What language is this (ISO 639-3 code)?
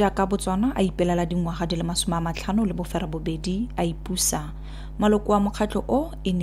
tsn